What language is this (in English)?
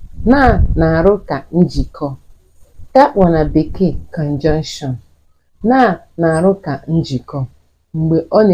Igbo